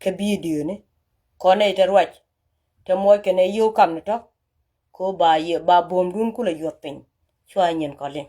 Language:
Nuer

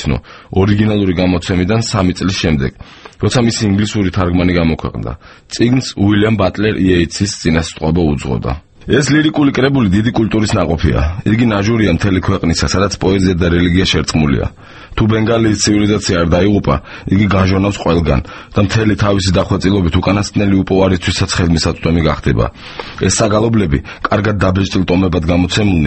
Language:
Georgian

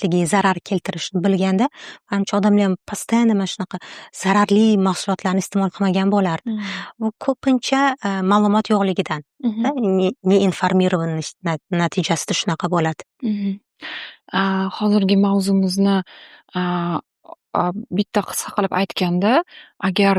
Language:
Uzbek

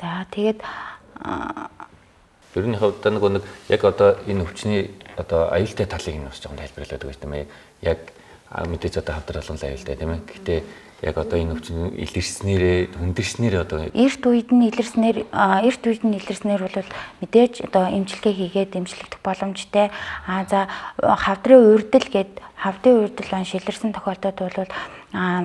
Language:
Mongolian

